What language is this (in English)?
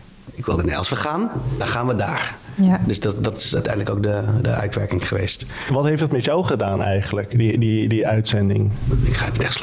Dutch